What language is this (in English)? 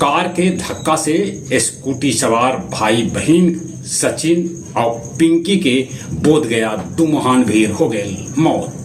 Magahi